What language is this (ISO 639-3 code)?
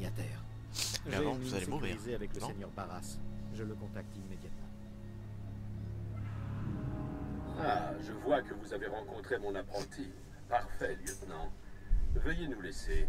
fra